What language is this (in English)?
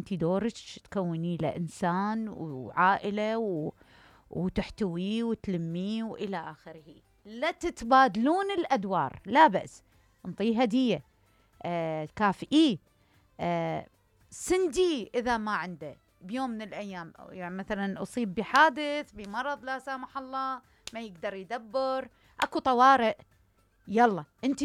Mesopotamian Arabic